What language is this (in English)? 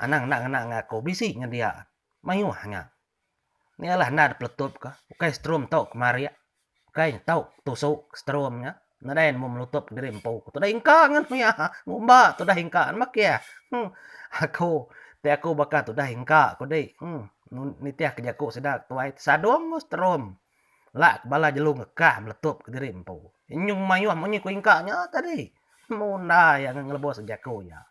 Iban